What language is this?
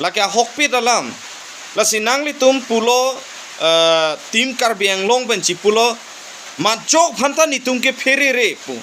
Karbi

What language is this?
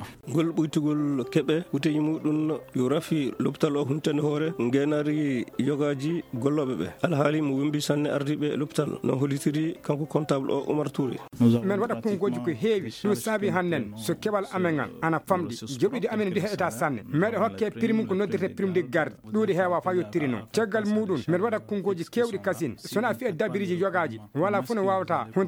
Fula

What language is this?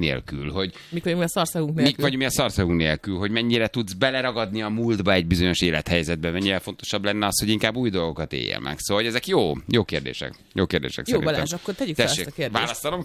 Hungarian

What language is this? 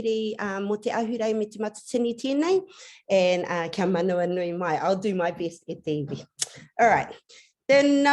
Māori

